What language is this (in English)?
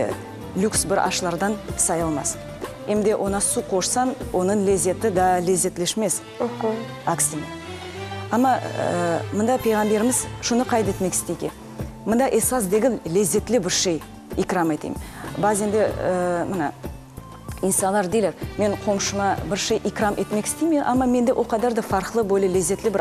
Crimean Tatar